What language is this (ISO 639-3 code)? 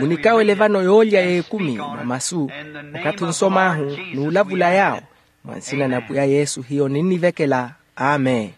vmw